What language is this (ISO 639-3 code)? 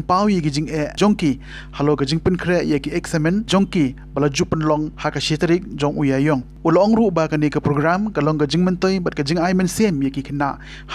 kha